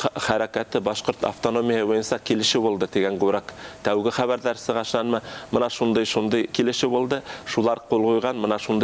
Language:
Bashkir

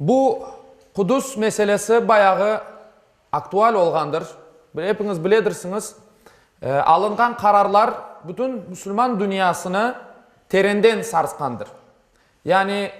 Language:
Crimean Tatar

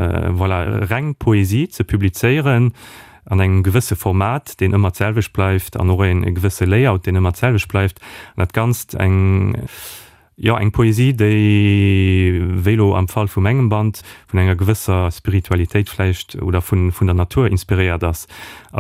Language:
Luxembourgish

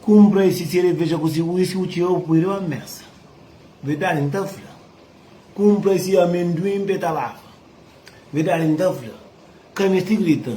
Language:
Kabuverdianu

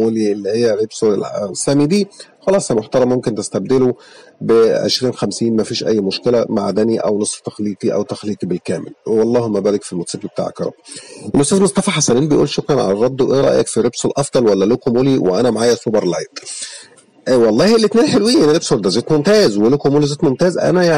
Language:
Egyptian Arabic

